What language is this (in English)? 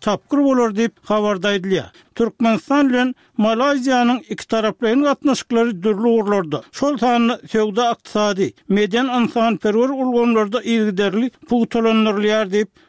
Turkmen